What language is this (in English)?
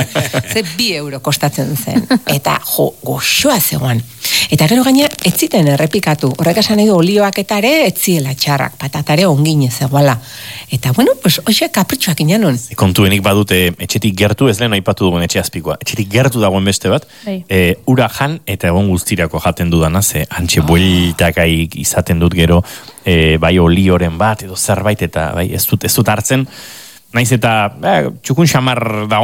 Basque